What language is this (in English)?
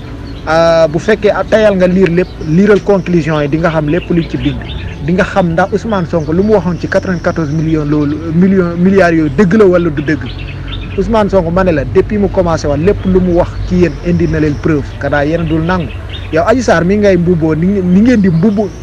Wolof